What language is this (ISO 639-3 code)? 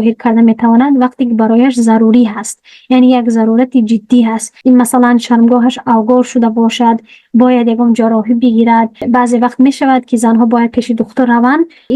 tgk